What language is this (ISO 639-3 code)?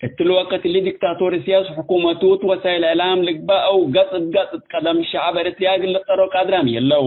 tig